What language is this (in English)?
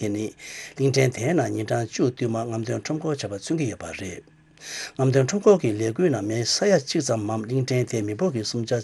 Tibetan